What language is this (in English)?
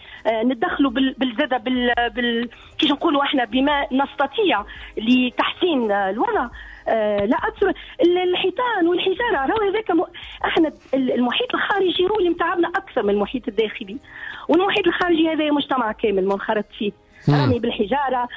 Tunisian Arabic